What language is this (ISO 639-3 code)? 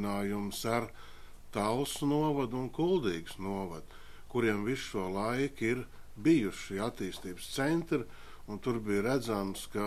lav